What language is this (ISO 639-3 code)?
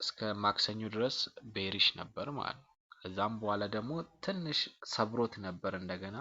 amh